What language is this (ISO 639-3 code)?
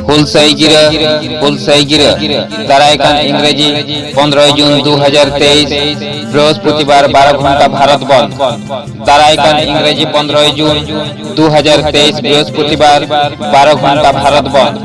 sat